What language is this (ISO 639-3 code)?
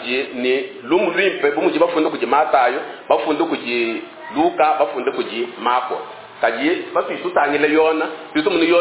lua